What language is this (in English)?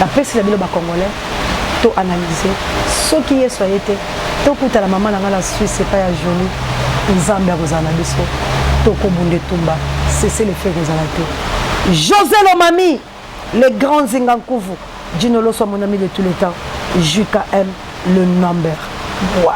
Lingala